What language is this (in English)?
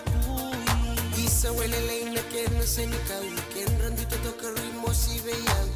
Fijian